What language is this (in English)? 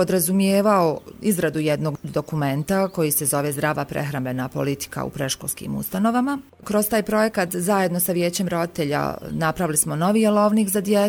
Bosnian